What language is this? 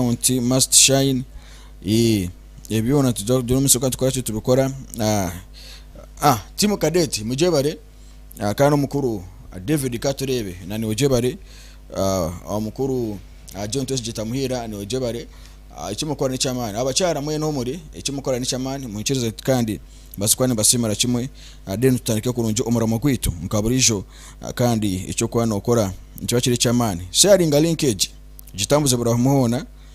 Nyankole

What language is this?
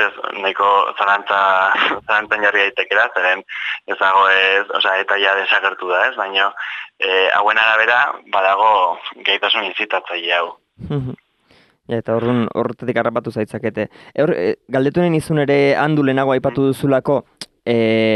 Basque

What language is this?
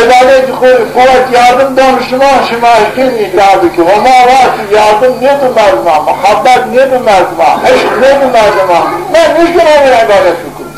Zaza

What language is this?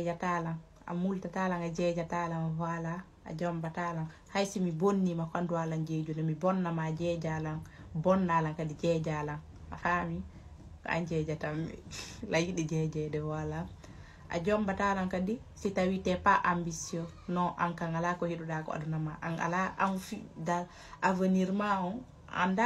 Fula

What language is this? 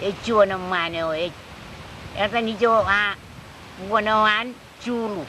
Marshallese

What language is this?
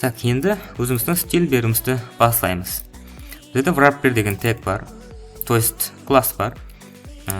Kara-Kalpak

